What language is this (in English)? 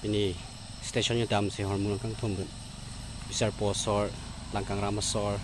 Karbi